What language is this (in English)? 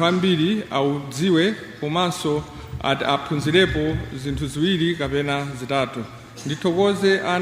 Nyanja